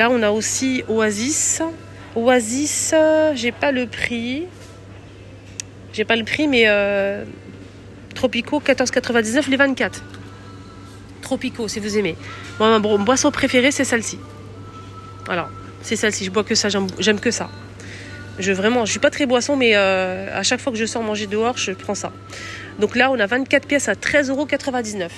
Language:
French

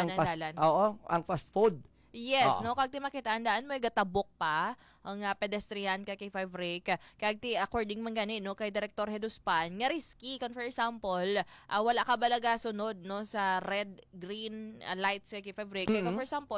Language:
Hiligaynon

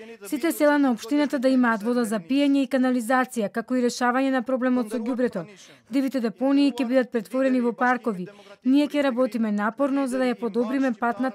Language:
Macedonian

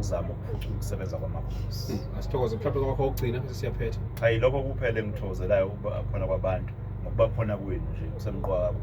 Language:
Zulu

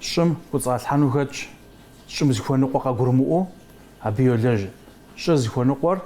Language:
Kabardian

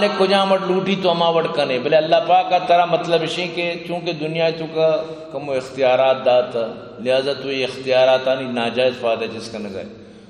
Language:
Eastern Balochi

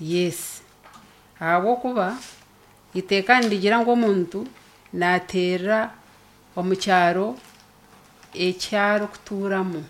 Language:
Nyankole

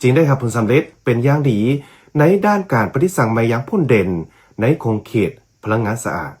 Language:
Lao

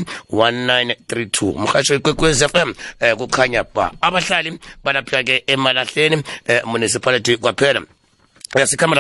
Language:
South Ndebele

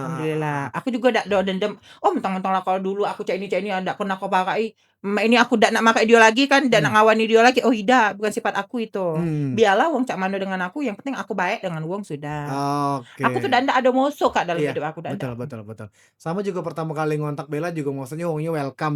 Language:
Musi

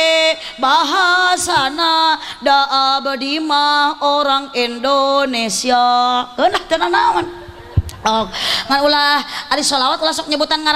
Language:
Sundanese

